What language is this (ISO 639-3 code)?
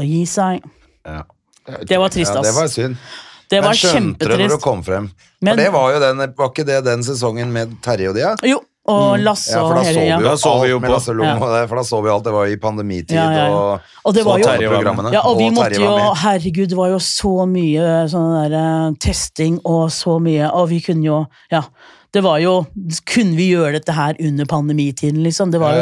nor